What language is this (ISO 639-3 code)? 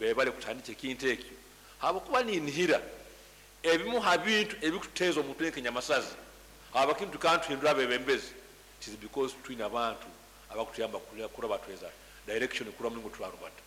nyn